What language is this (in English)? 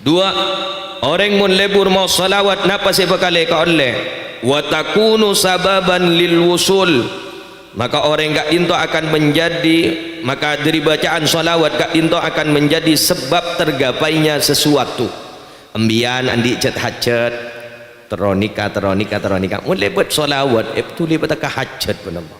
Madurese